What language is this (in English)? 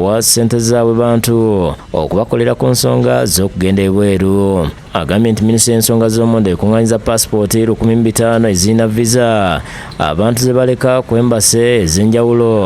Ganda